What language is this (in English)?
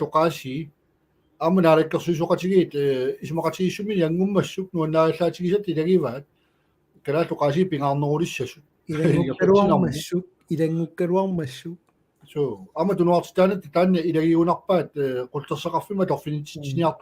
Kalaallisut